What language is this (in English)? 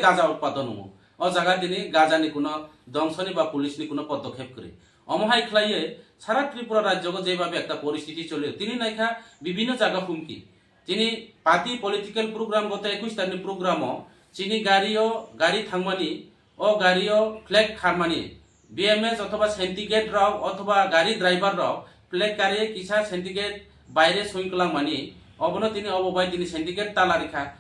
Kok Borok